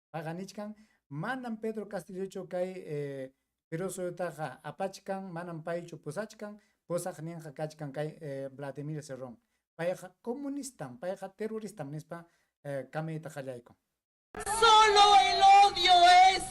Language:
Ayacucho Quechua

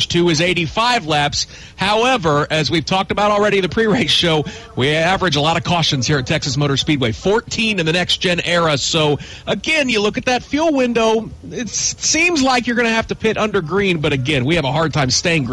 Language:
English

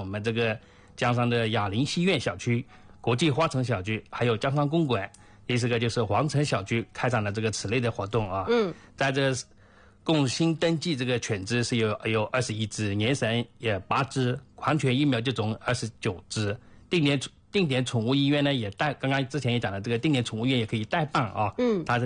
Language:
Chinese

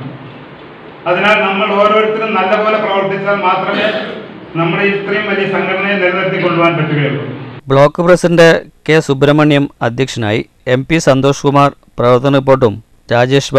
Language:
Malayalam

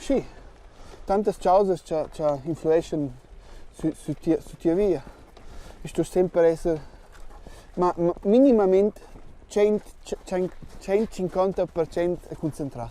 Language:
Romansh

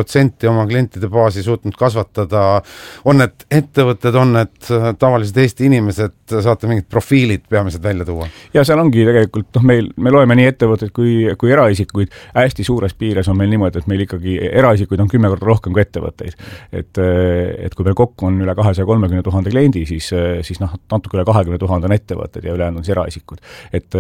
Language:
Estonian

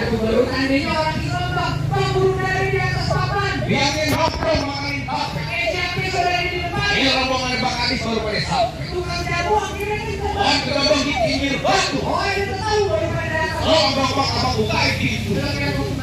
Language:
Betawi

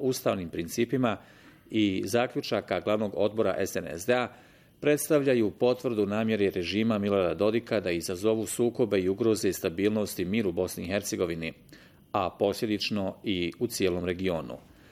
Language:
Bosnian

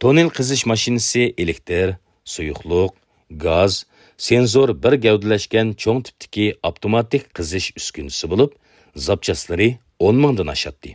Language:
Uyghur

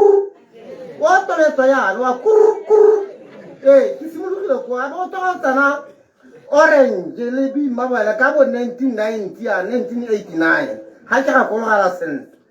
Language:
Tswana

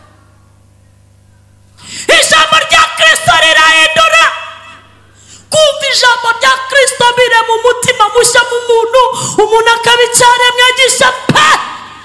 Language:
Kinyarwanda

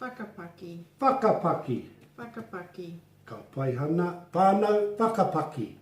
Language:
Māori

